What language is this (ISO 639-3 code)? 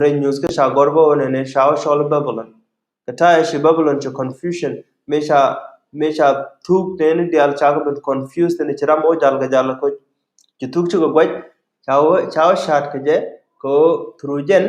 nus